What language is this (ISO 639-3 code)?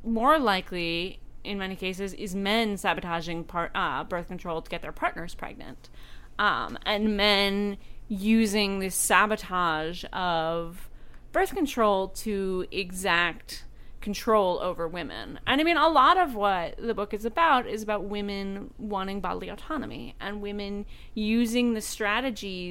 eng